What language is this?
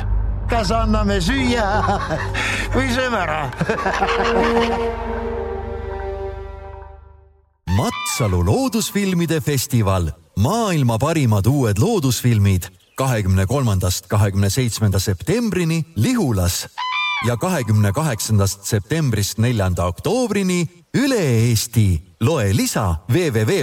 Estonian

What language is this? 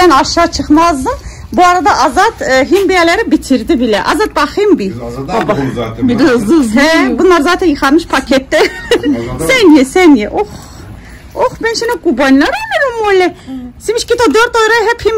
Turkish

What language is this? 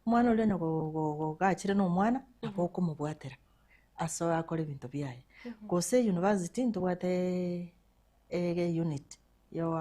Gusii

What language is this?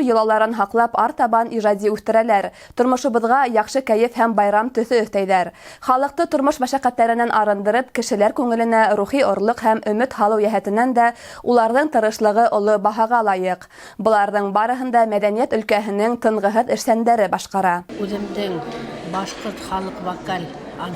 Bashkir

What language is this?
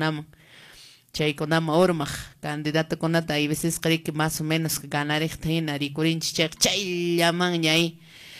Quechua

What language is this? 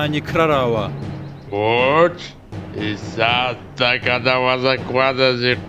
Lezghian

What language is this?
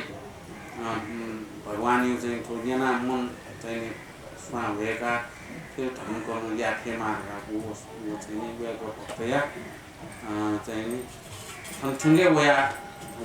Newari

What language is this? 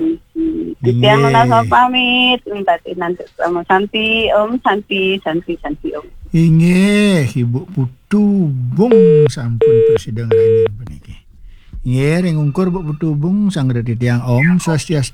Balinese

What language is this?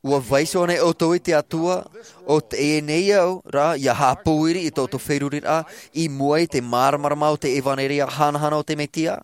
Tahitian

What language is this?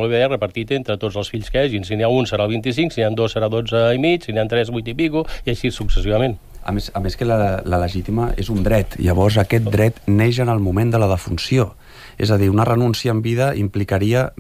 Catalan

